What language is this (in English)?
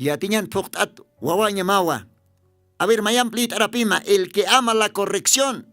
Aymara